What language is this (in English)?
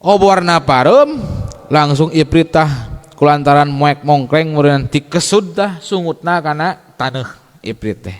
Sundanese